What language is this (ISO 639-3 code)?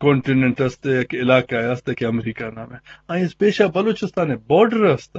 bgp